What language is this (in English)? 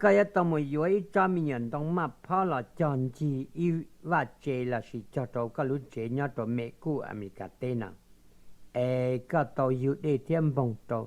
Hmong